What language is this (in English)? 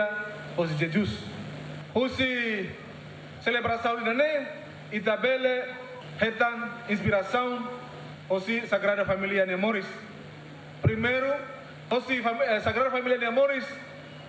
Tetum